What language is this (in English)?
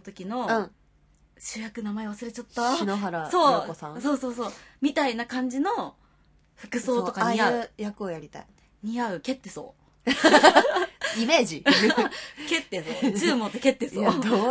Japanese